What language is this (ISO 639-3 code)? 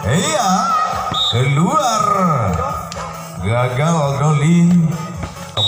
ind